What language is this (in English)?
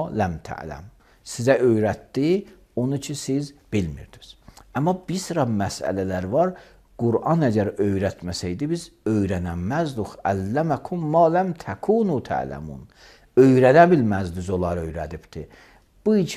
Azerbaijani